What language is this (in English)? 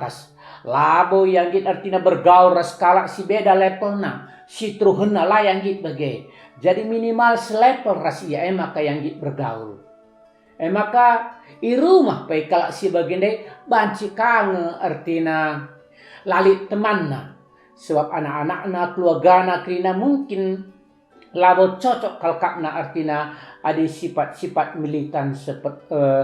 Batak Karo